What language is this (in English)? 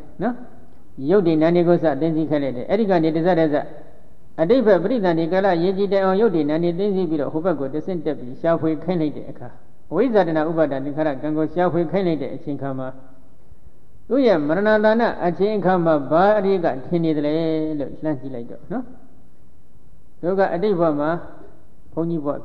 Burmese